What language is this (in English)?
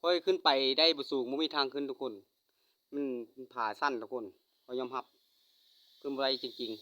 Lao